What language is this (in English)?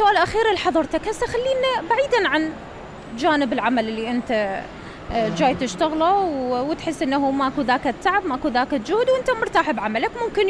Mesopotamian Arabic